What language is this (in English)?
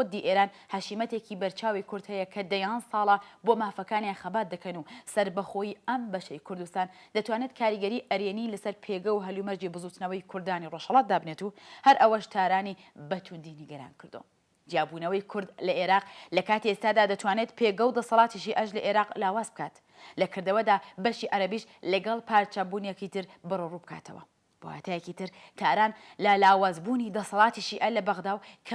Central Kurdish